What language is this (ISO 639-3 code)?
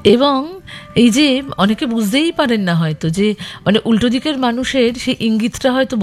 ben